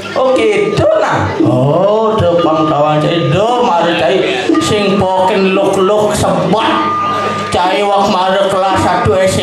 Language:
Balinese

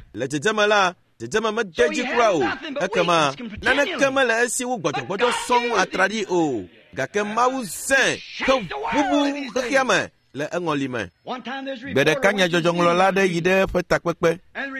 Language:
Ewe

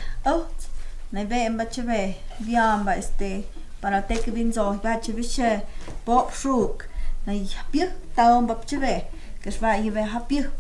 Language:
Totontepec Mixe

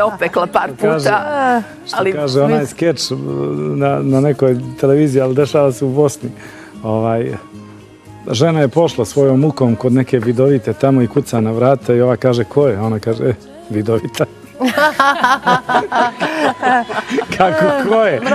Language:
Serbian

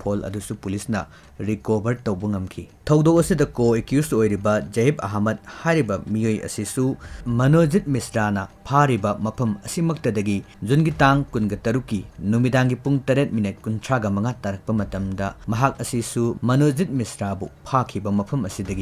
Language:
Manipuri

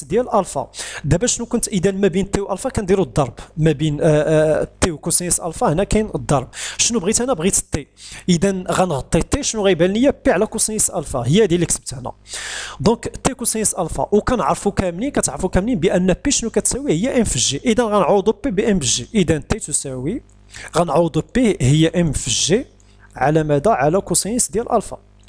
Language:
Moroccan Arabic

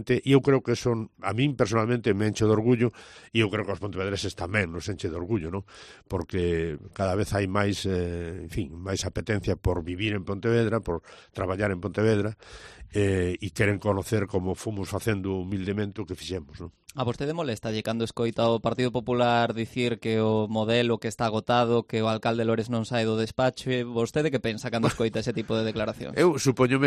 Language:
Galician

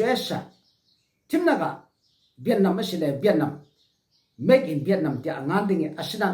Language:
Falam Chin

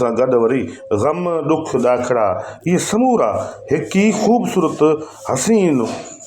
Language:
Sindhi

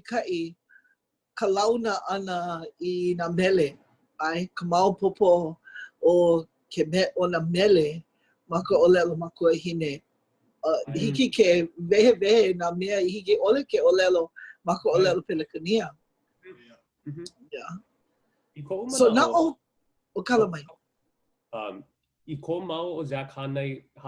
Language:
Hawaiian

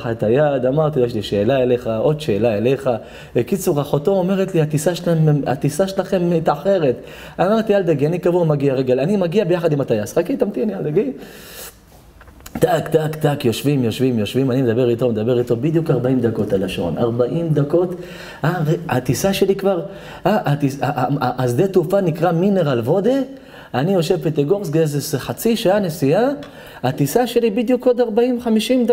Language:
Hebrew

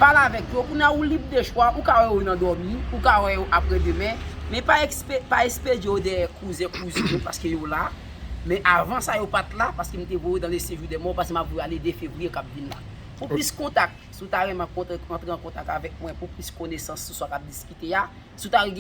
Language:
Haitian Creole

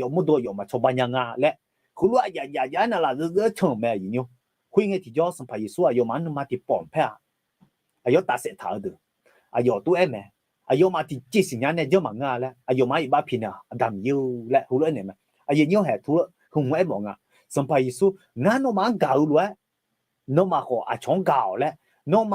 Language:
Akha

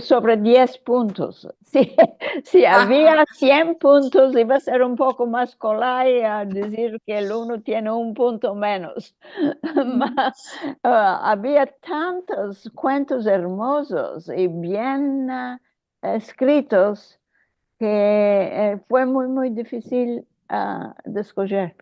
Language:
Ladino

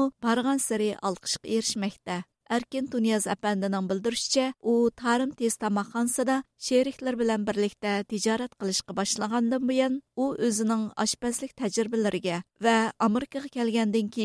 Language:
Uyghur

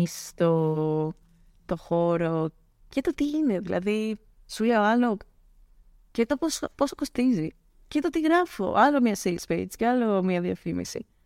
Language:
Greek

